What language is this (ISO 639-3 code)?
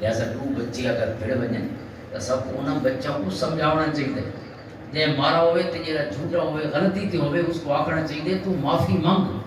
lah